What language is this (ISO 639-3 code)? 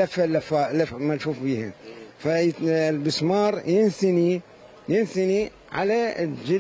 acm